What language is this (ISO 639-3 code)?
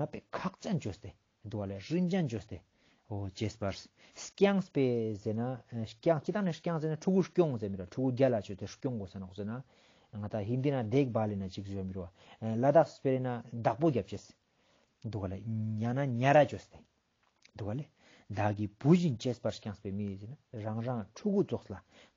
lbj